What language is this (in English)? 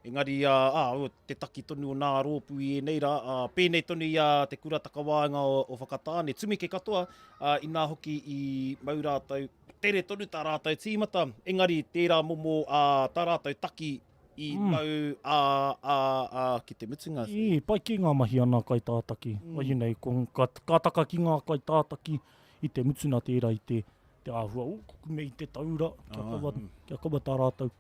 Māori